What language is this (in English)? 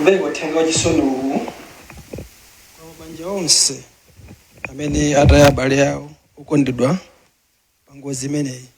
Nyanja